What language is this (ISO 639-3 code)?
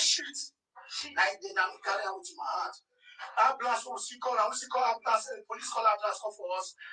pcm